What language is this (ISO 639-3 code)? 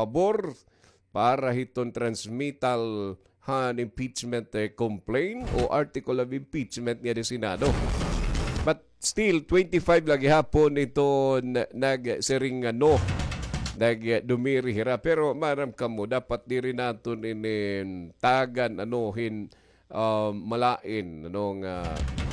war